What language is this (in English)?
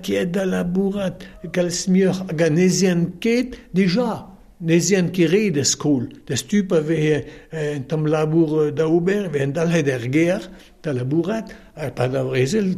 Breton